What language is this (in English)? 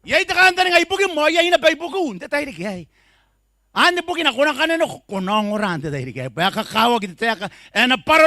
Gilbertese